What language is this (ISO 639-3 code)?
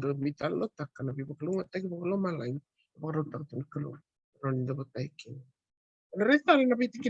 fij